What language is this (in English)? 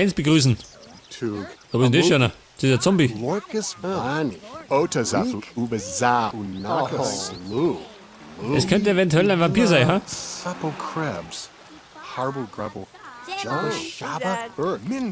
Bavarian